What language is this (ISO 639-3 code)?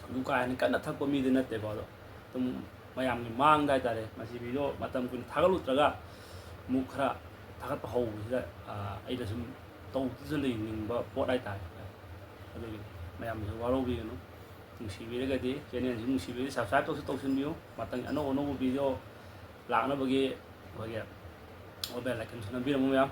mni